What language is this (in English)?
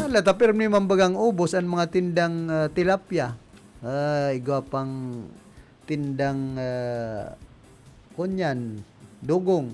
Bikol